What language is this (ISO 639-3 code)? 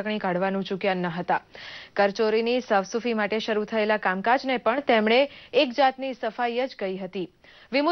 guj